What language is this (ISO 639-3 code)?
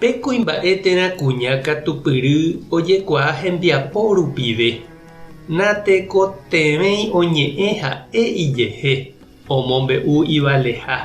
grn